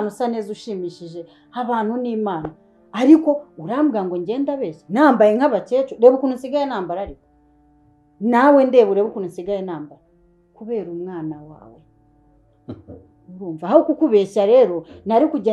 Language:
Kinyarwanda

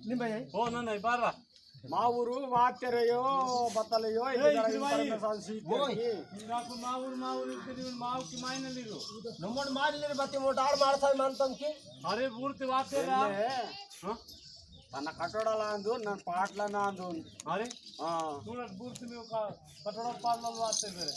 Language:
Adilabad Gondi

